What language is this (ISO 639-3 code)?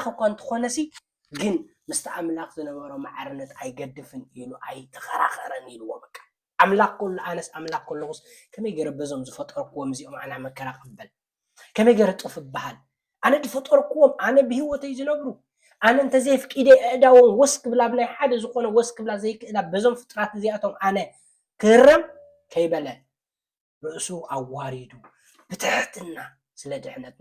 tir